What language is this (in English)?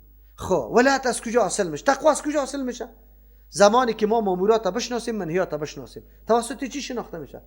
Persian